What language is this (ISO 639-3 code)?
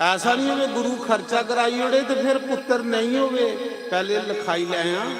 doi